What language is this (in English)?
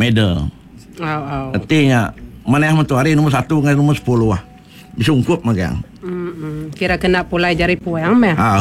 Iban